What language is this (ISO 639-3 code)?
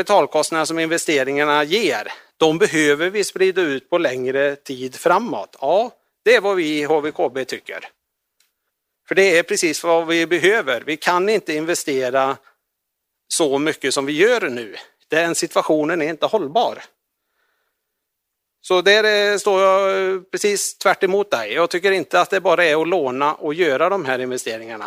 swe